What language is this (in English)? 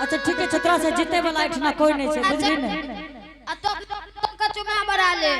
Angika